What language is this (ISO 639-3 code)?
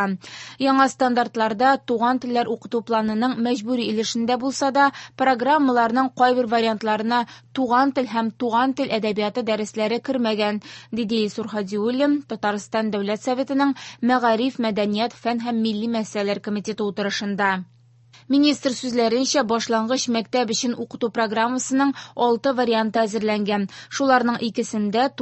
tat